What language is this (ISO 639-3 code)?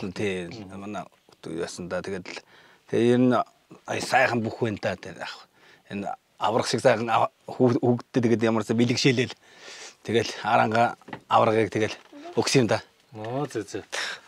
mon